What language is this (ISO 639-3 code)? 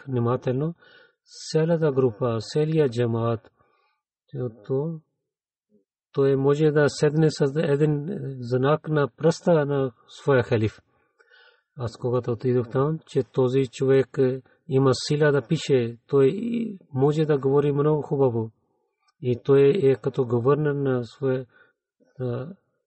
bul